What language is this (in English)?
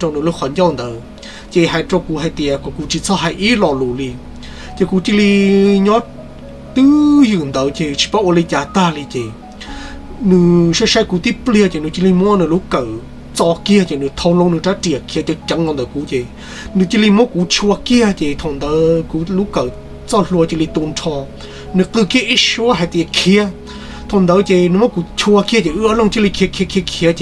Hmong